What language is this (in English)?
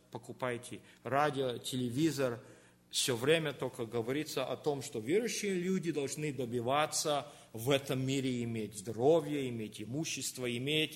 Russian